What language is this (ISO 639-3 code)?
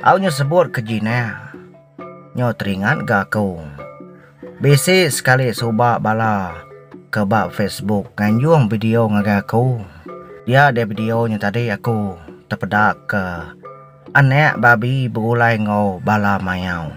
iba